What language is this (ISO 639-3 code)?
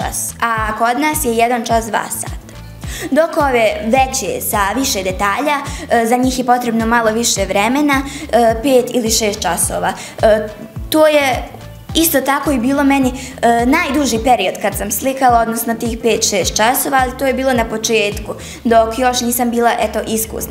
bos